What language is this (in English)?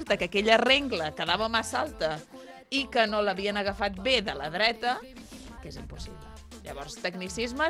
Catalan